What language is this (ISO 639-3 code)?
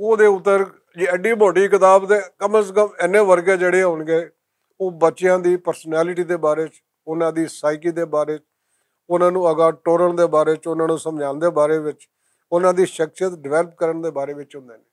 lah